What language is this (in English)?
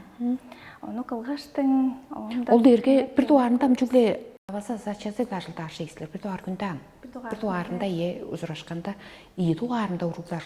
Tuvinian